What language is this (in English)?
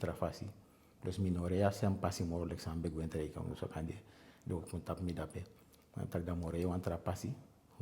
Eastern Maroon Creole